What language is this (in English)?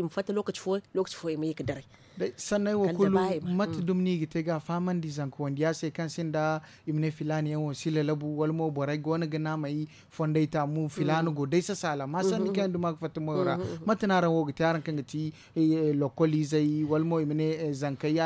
Zarma